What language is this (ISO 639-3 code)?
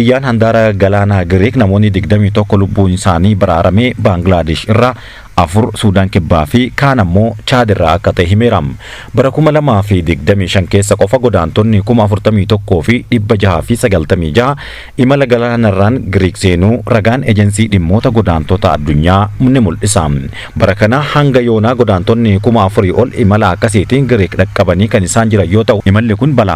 orm